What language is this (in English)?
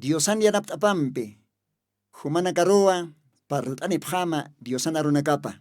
Aymara